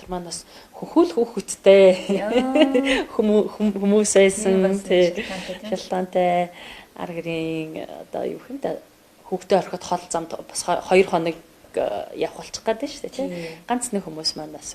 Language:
Mongolian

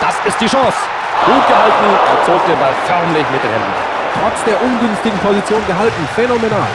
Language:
Bavarian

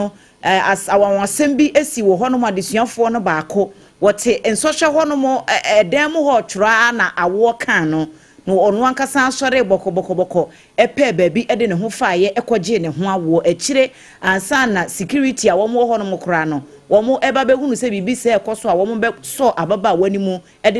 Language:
Akan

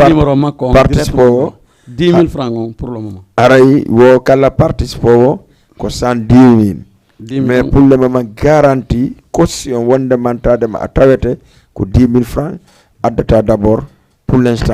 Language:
Fula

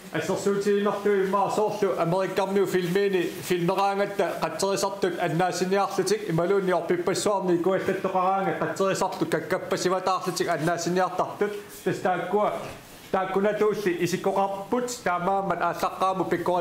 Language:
Kalaallisut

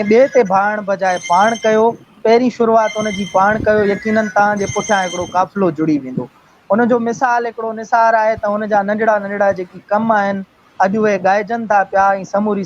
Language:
Sindhi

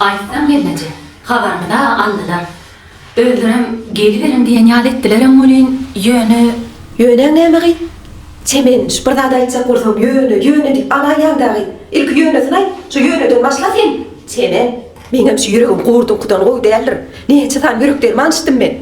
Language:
Turkmen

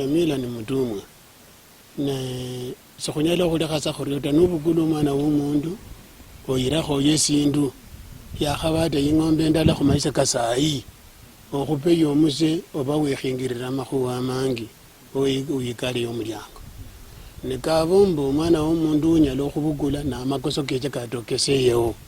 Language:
Luyia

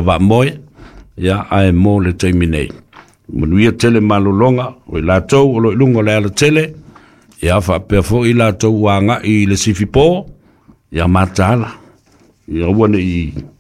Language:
Samoan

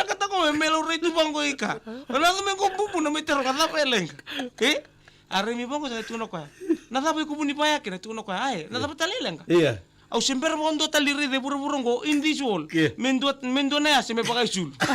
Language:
Fijian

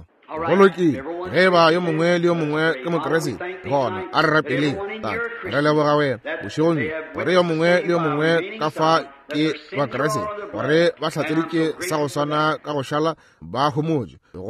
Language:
Northern Sotho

